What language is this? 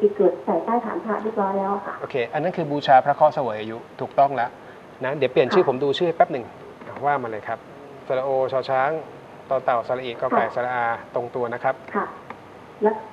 Thai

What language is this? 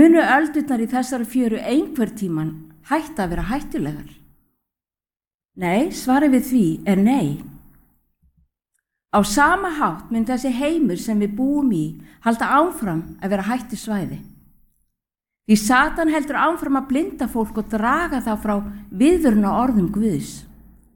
Icelandic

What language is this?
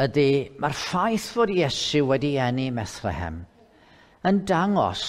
Welsh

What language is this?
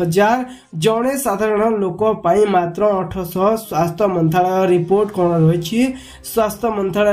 Odia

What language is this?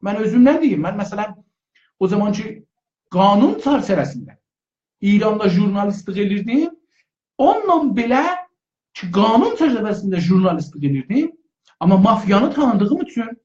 South Azerbaijani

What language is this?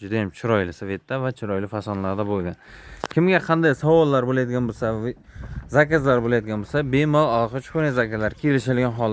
Uzbek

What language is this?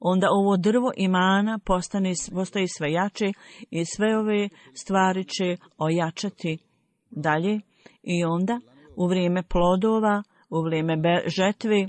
Bosnian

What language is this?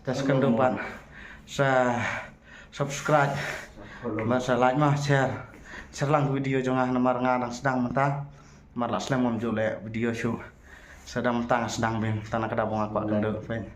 Khasi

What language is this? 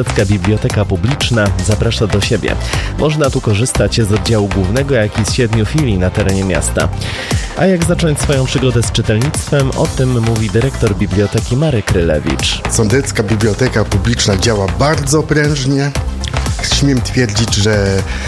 Polish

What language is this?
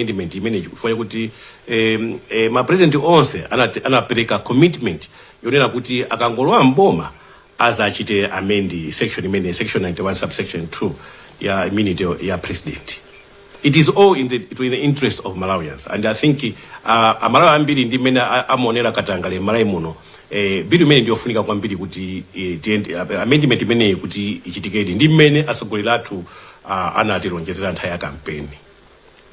Nyanja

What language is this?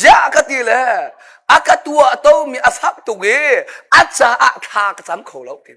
Hakha Chin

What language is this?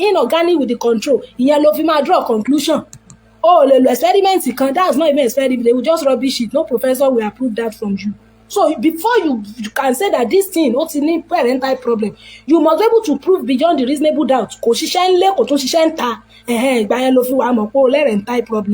Yoruba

